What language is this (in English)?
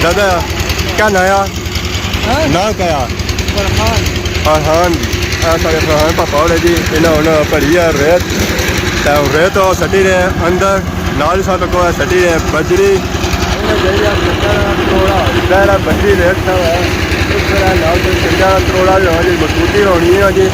Pahari-Potwari